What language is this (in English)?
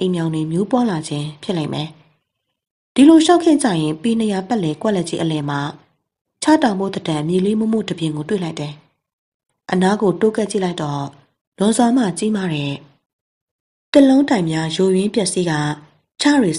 Burmese